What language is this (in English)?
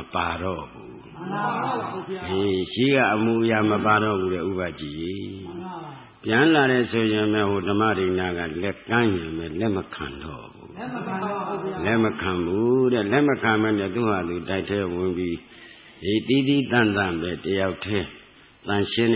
Burmese